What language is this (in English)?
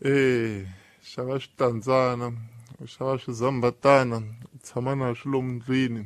Tsonga